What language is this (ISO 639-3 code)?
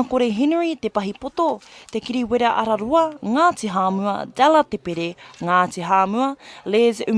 mri